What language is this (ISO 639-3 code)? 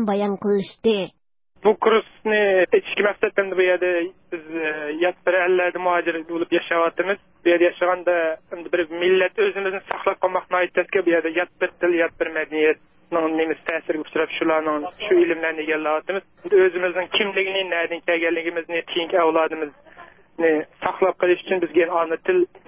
uig